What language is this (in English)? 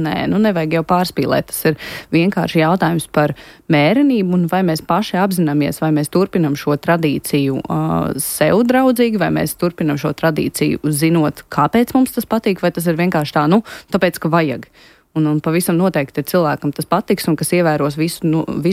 Latvian